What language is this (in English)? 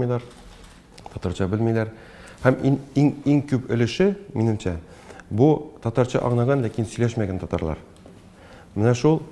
Tatar